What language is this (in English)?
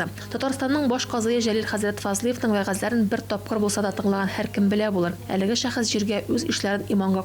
Tatar